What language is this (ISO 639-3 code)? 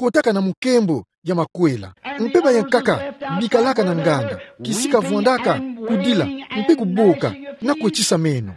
ktu